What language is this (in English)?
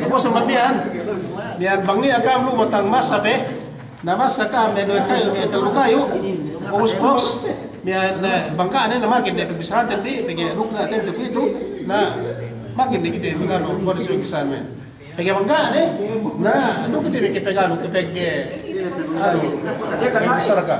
Yakan